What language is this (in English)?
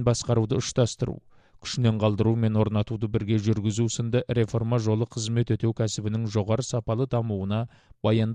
Kazakh